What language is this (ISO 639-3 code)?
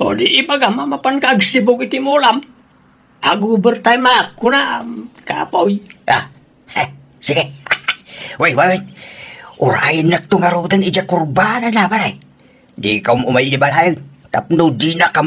ilo